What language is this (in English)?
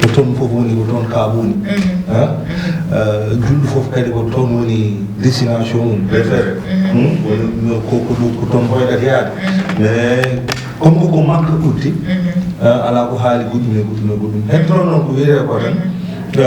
Fula